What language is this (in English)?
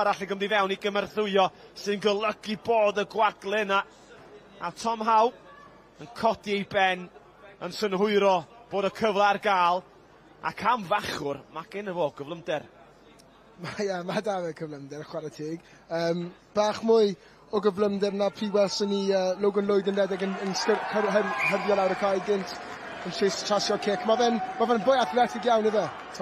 Welsh